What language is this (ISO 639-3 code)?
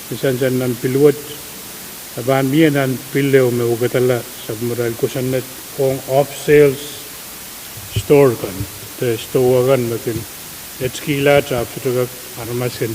pon